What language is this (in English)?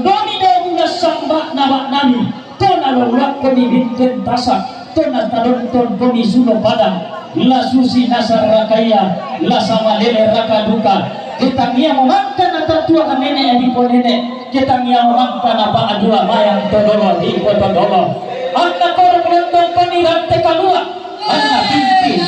Toraja-Sa'dan